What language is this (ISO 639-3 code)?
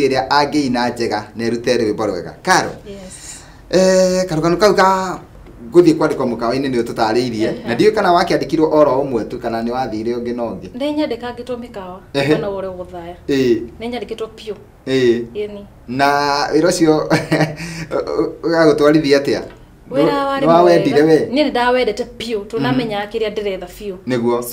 kik